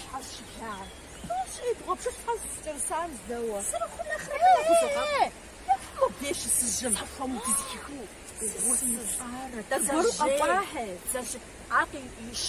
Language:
Kabardian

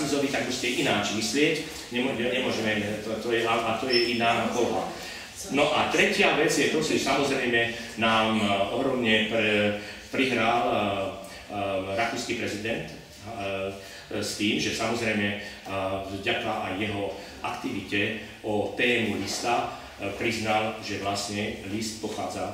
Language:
Slovak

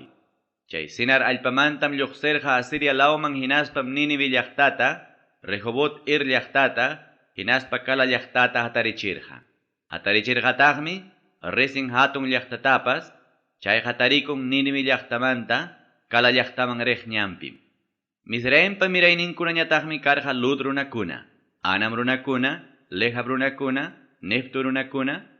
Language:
Ayacucho Quechua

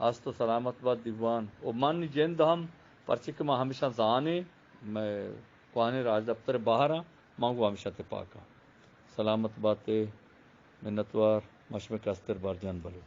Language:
Eastern Balochi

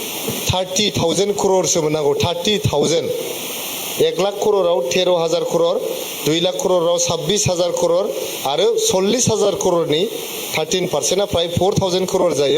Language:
Bodo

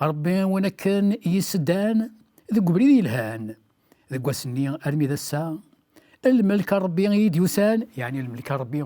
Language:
Kabyle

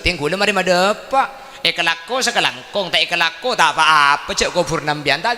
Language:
Madurese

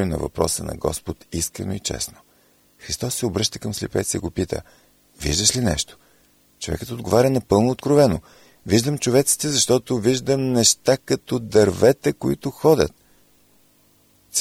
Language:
Bulgarian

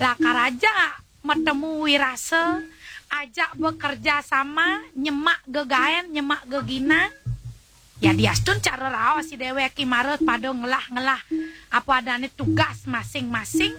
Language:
Balinese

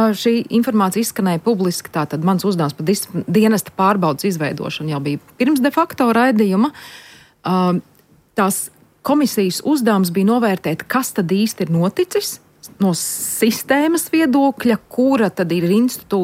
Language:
Latvian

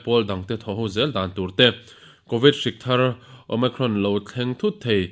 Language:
Mizo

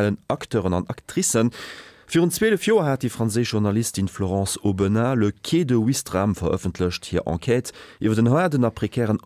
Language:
Luxembourgish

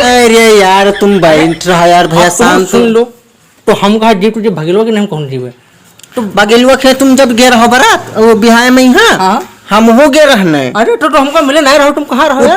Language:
Awadhi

